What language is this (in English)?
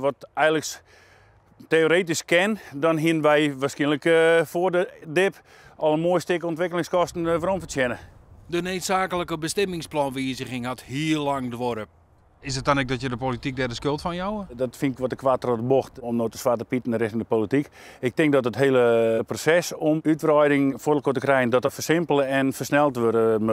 Western Frisian